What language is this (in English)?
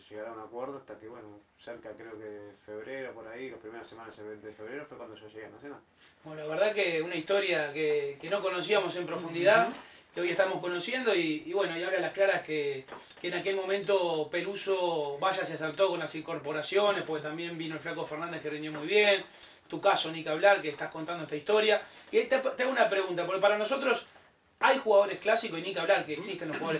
Spanish